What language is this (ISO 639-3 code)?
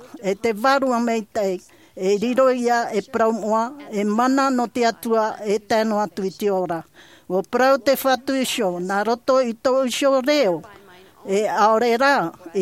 tah